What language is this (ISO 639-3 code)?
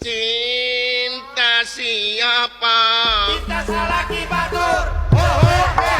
sun